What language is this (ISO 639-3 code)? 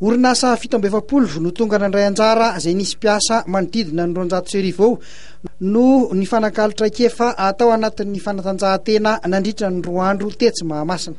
mlg